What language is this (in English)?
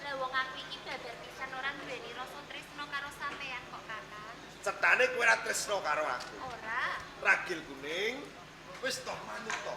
Javanese